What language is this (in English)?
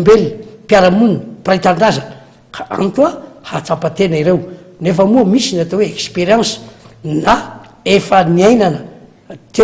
Malagasy